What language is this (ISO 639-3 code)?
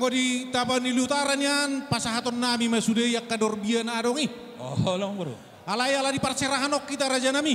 bbc